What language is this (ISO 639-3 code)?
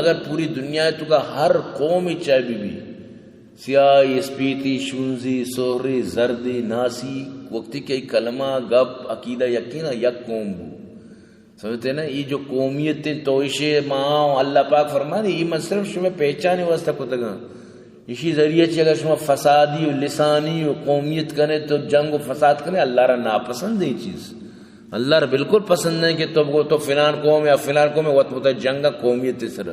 bal